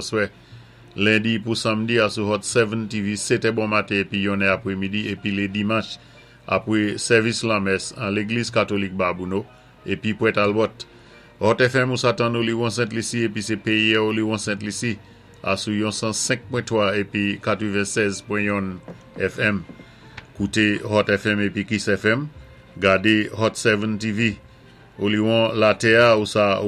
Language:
Saint Lucian Creole French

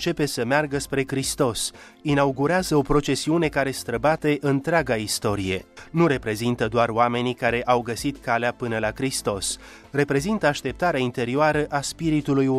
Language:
Romanian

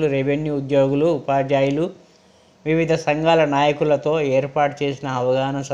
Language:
Telugu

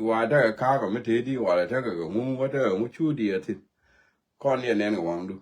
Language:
Nuer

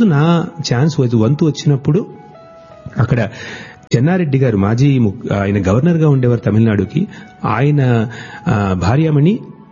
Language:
Telugu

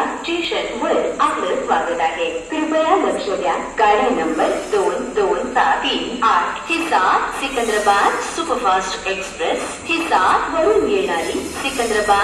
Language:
Marathi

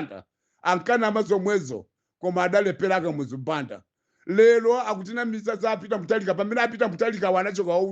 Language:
Nyanja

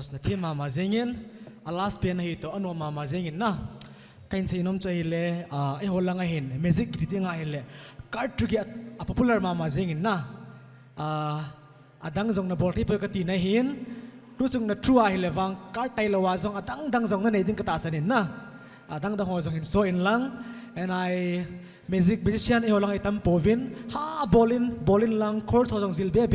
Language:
Paite Chin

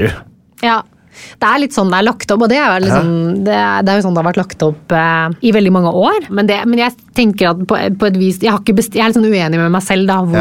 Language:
Norwegian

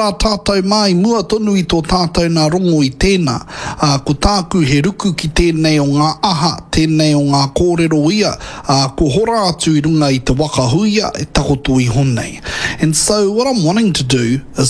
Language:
Māori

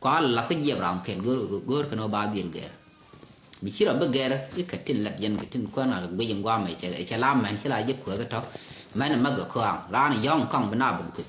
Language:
Nuer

